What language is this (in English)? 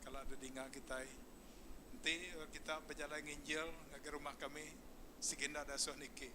Iban